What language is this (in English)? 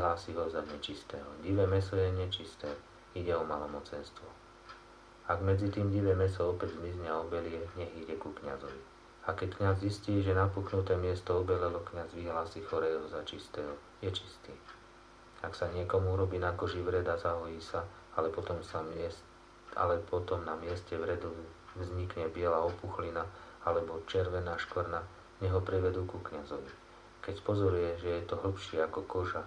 Slovak